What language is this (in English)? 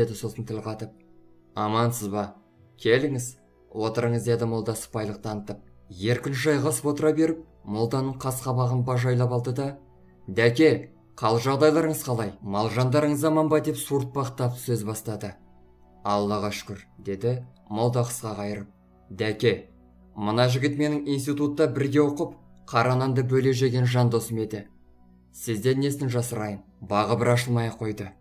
Kazakh